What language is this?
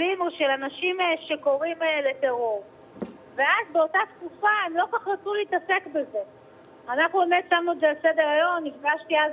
Hebrew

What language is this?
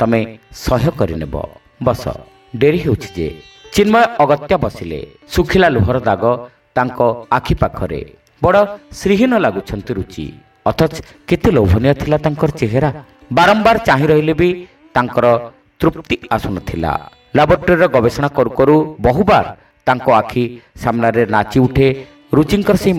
Odia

